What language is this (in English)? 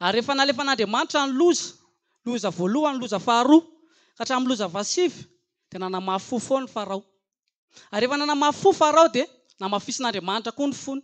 Malagasy